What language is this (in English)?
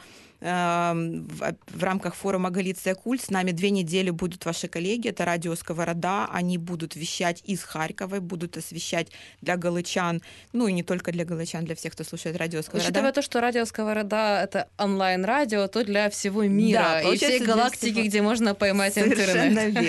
Russian